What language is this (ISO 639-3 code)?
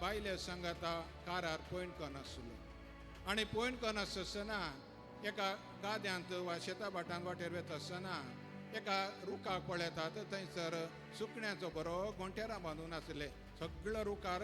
kok